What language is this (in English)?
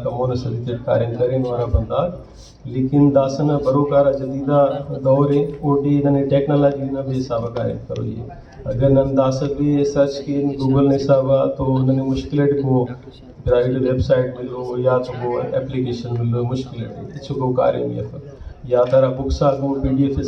Brahui